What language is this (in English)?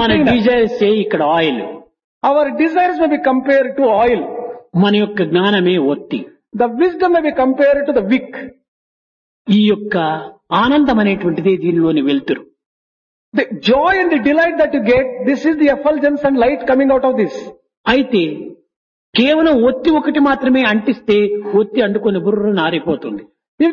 Telugu